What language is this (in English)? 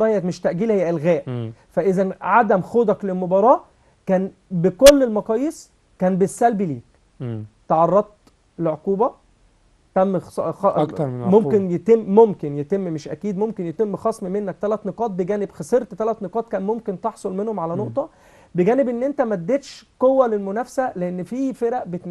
Egyptian Arabic